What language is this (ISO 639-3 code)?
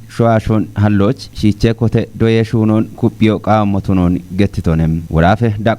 kbr